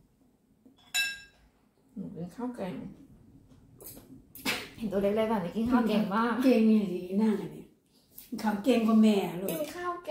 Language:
Thai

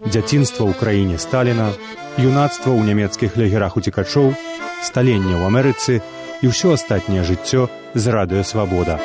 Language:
Belarusian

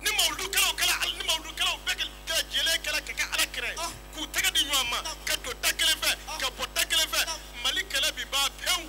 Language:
Bambara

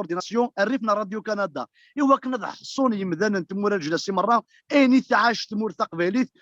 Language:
Kabyle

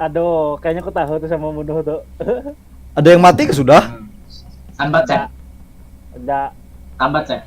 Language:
Banjar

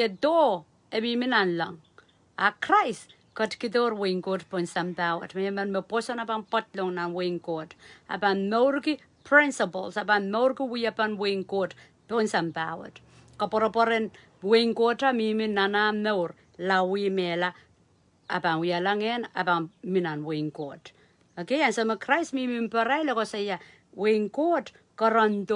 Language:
Pohnpeian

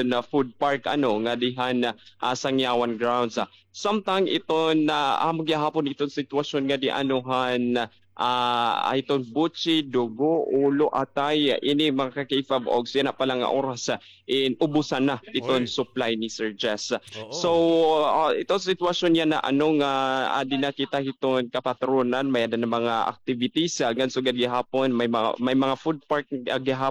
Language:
Waray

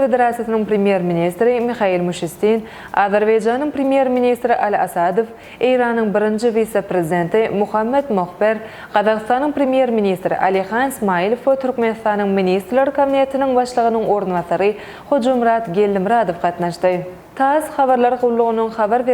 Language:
Turkmen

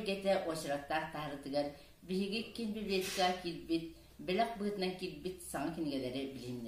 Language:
Yakut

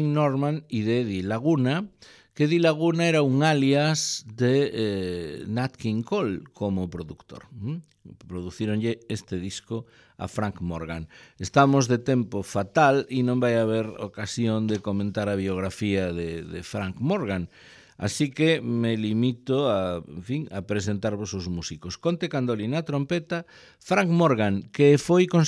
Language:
Galician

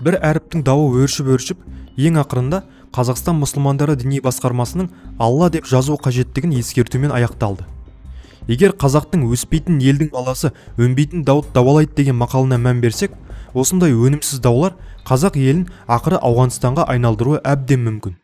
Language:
Kazakh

